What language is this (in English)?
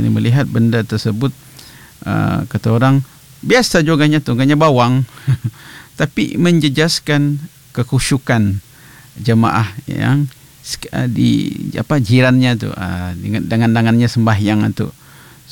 Malay